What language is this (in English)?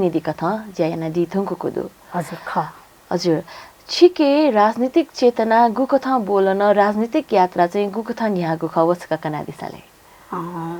Newari